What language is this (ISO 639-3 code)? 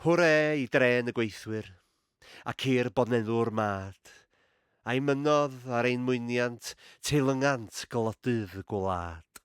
cym